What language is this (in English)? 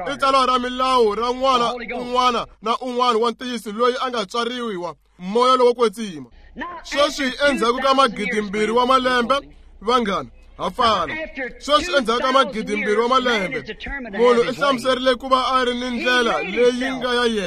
Tsonga